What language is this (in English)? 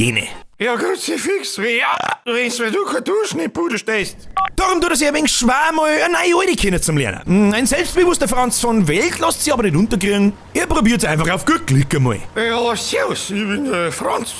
Bavarian